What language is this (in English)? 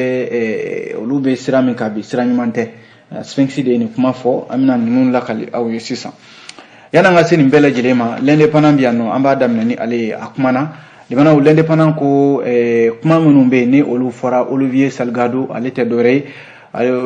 Bambara